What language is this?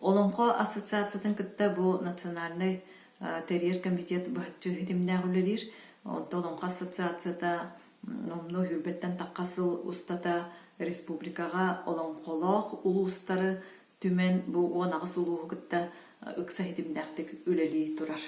Yakut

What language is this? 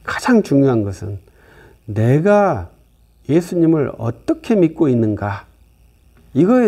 Korean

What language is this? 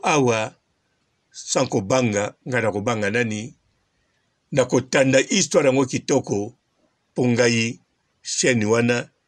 Lingala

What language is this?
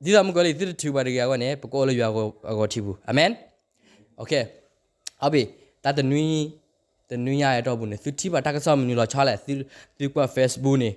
S'gaw Karen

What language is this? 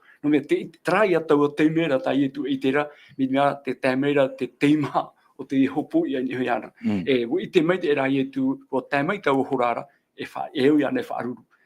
Tahitian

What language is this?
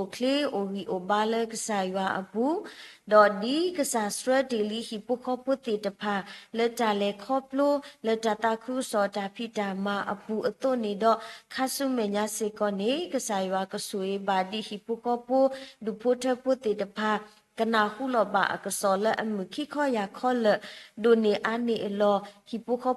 S'gaw Karen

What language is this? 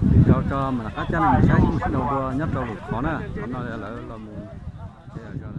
Hmong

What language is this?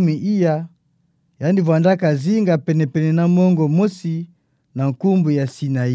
Kituba (Democratic Republic of Congo)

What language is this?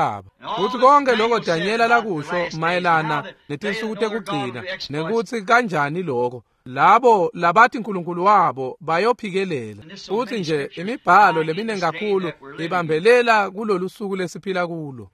Swati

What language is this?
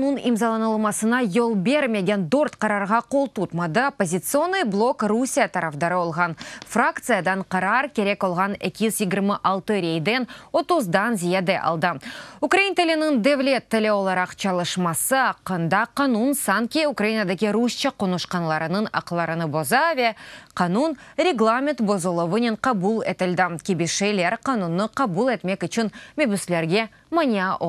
Crimean Tatar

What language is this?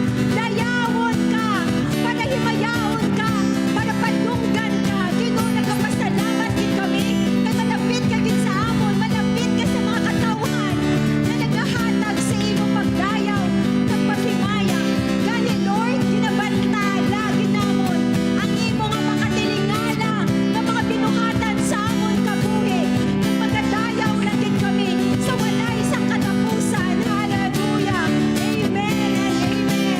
Hiligaynon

